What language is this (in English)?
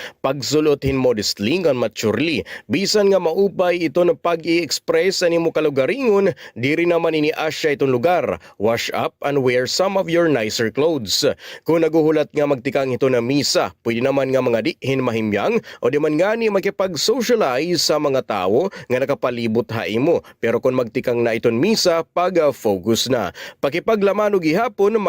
Waray